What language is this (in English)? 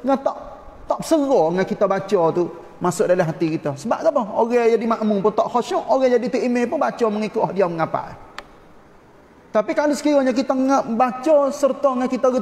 Malay